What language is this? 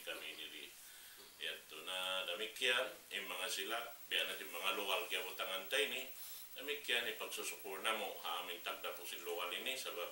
Tausug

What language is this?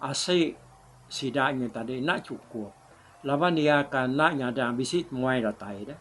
Iban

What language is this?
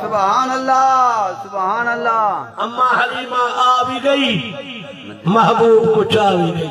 Saraiki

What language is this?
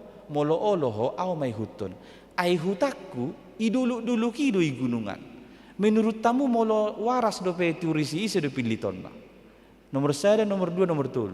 Batak Toba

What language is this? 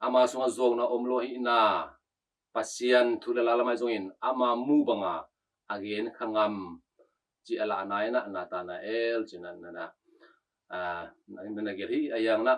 Tedim Chin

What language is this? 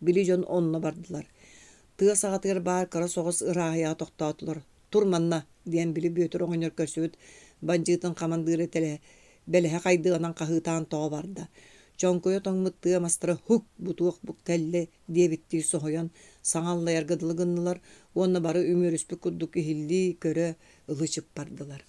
Yakut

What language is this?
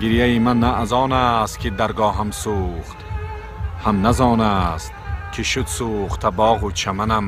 Tajik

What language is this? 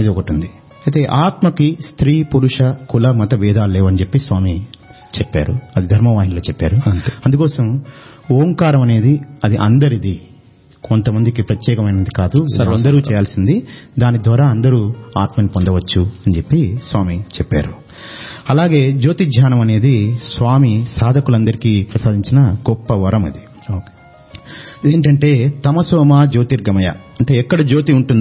Telugu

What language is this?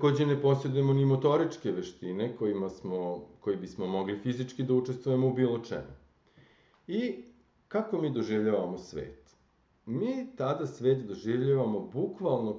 Serbian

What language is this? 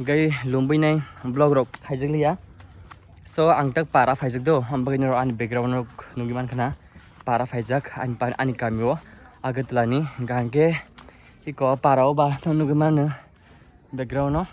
Kok Borok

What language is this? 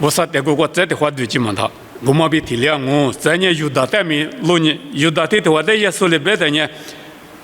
Lisu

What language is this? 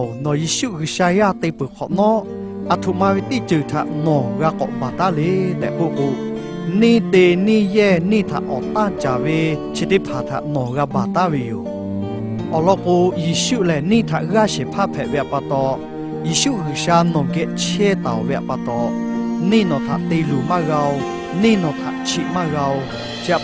Lahu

